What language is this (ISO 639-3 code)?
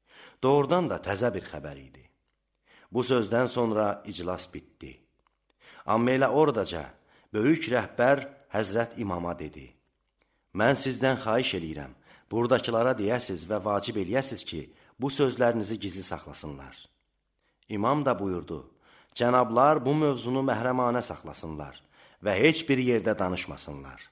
aze